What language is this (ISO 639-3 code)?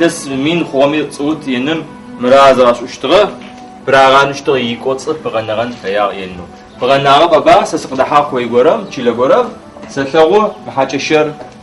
ady